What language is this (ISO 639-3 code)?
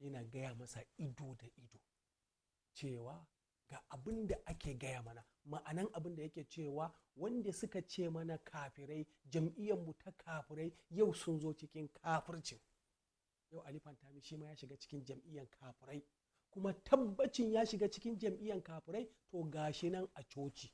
hau